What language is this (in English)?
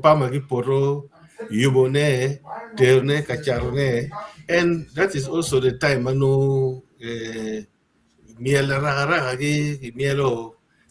Acoli